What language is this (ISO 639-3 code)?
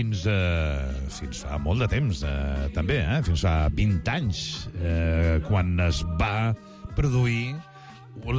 cat